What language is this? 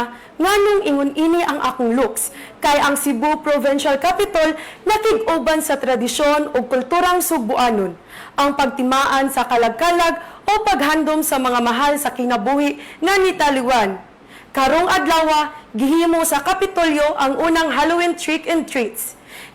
Cebuano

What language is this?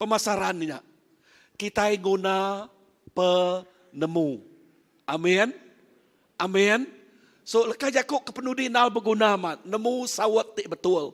Iban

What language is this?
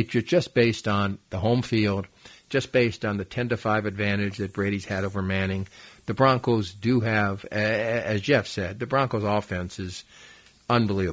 English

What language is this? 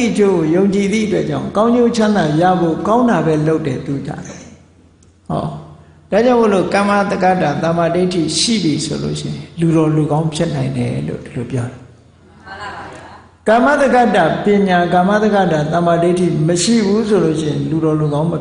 Burmese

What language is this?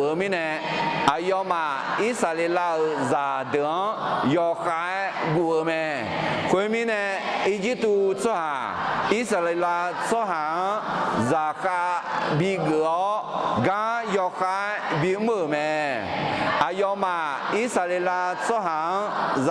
Akha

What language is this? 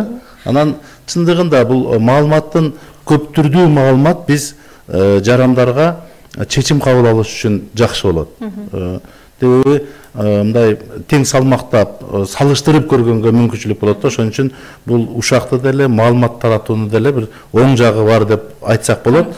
Kyrgyz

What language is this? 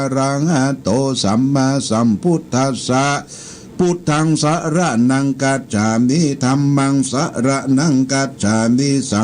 Pali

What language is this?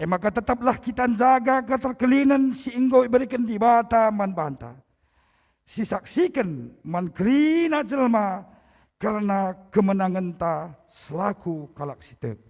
Batak Karo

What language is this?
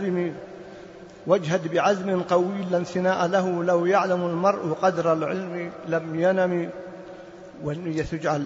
Arabic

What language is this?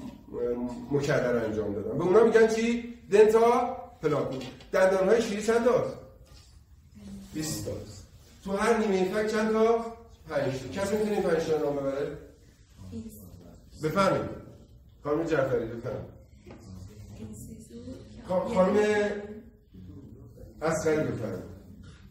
Persian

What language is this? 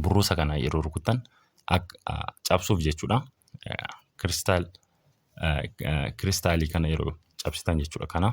Oromo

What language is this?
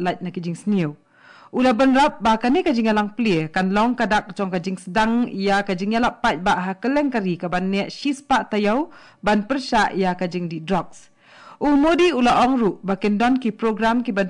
Khasi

